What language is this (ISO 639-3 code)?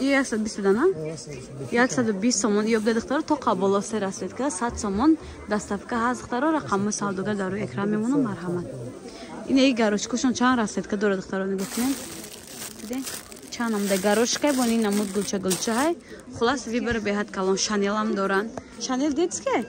tgk